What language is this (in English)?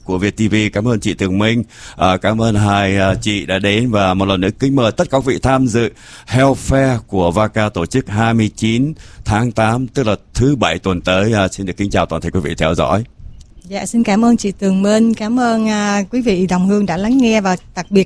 Vietnamese